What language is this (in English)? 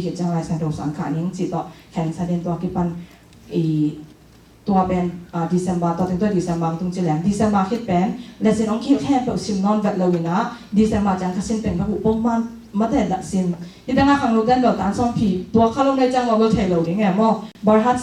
Tedim Chin